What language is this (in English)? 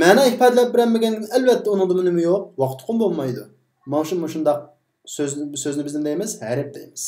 Uyghur